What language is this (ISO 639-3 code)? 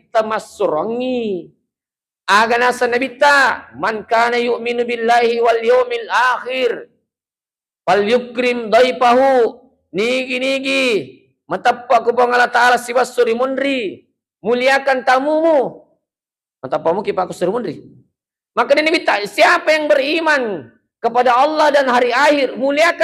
bug